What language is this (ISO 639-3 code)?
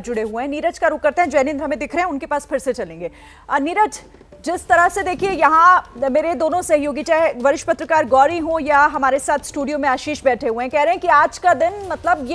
hin